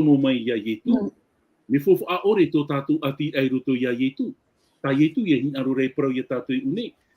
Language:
Tahitian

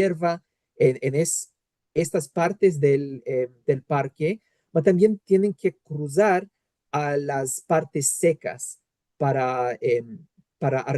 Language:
Ladino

